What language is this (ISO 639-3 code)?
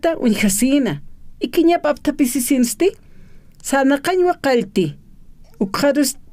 aym